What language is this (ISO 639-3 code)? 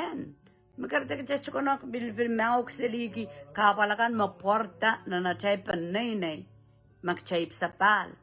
pon